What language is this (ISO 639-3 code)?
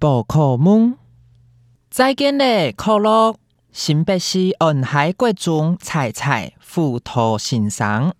hak